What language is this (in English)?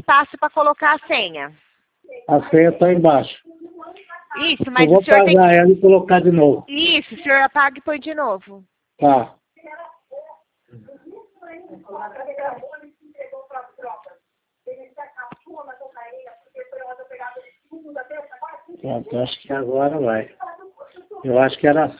Portuguese